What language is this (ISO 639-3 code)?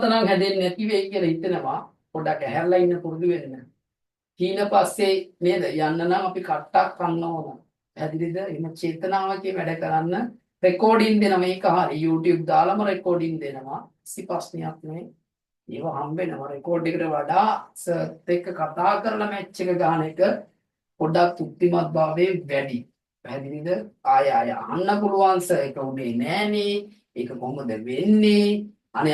sin